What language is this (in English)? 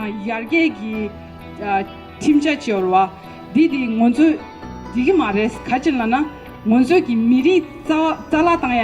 Tibetan